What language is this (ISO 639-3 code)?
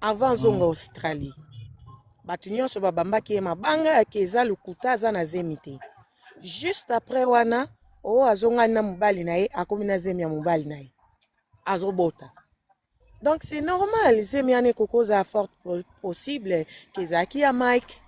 lin